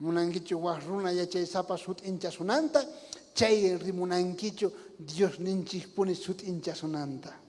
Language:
South Bolivian Quechua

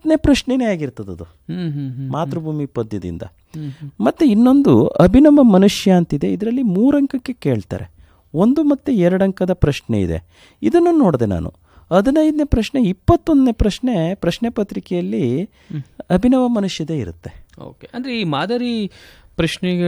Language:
Kannada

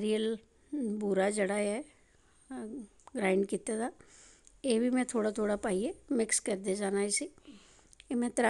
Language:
Dogri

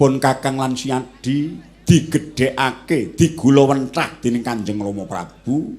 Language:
Javanese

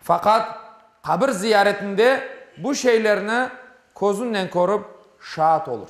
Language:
Crimean Tatar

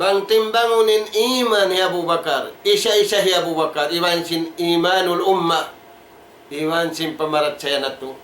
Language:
Tausug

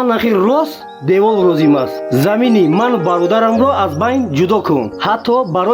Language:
Tajik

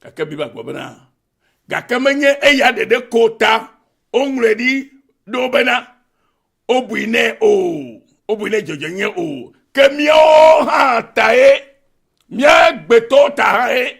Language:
Ewe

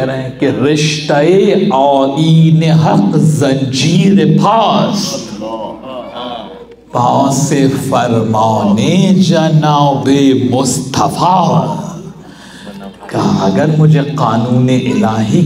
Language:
Urdu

